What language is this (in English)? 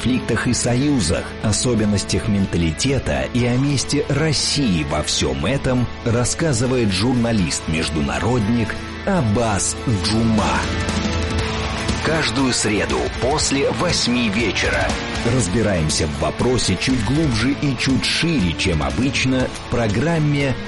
Russian